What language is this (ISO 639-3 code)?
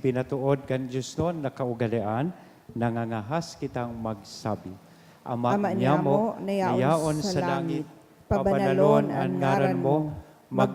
bik